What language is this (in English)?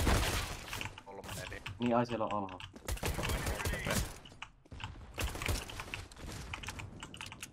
Finnish